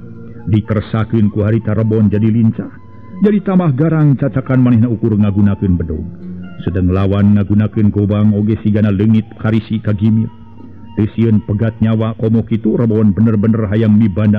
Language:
Sundanese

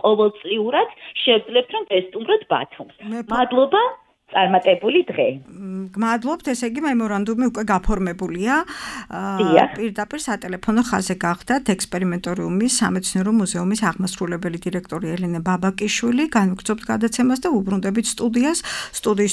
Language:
Georgian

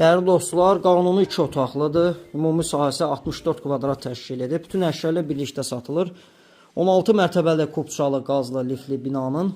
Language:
Azerbaijani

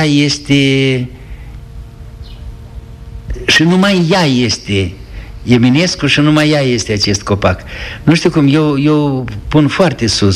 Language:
Romanian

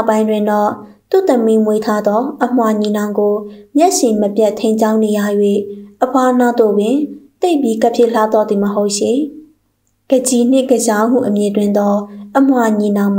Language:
Burmese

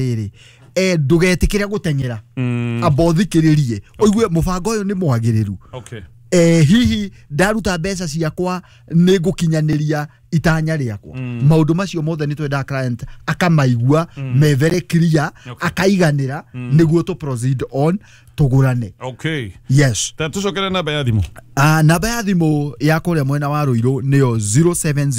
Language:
Kikuyu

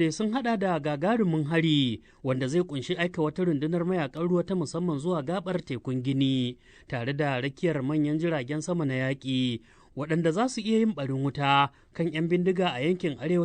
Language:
Hausa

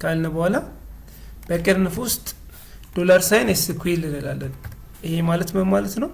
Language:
Amharic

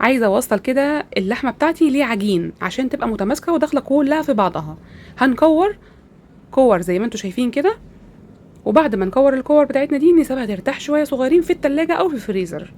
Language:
Egyptian Arabic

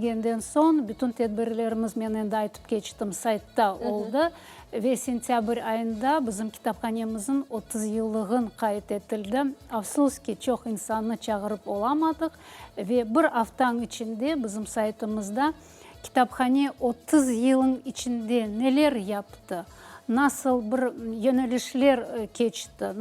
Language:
Crimean Tatar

